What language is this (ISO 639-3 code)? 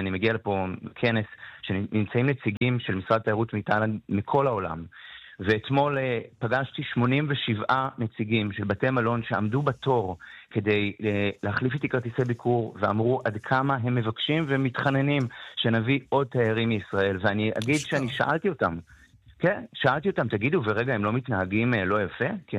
heb